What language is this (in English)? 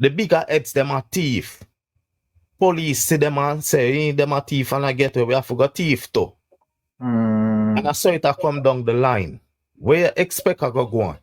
Jamaican Creole English